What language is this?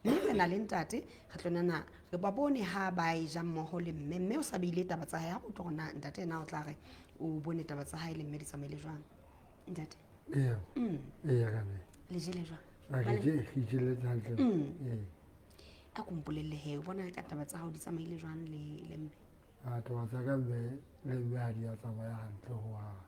Southern Sotho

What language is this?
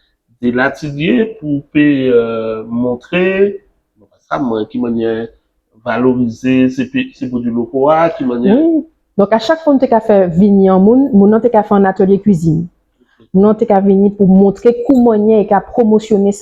Guadeloupean Creole French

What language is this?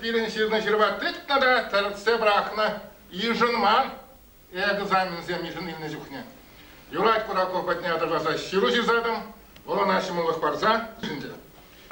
Chuvash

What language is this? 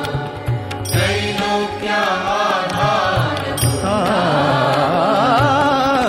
Marathi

